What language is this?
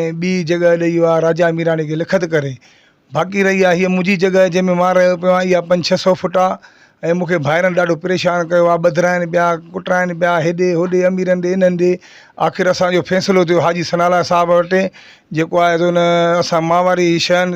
Sindhi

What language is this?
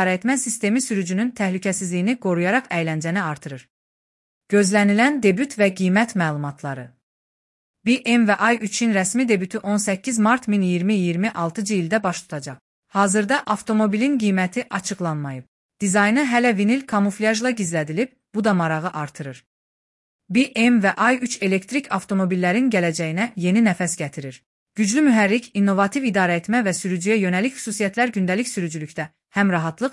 Azerbaijani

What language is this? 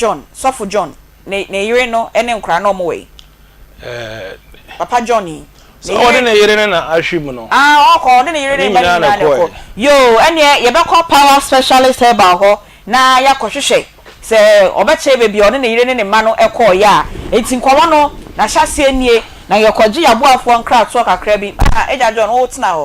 Akan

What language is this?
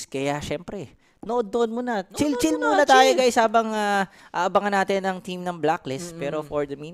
Filipino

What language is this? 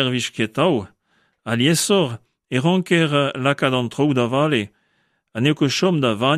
Breton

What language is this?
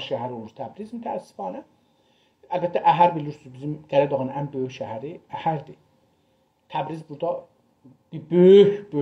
South Azerbaijani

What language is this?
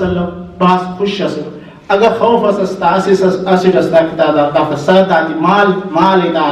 Brahui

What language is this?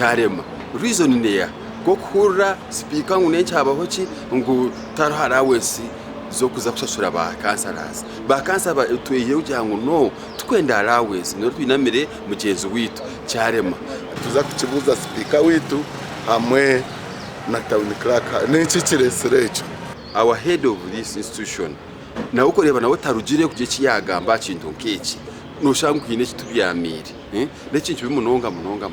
Nyankole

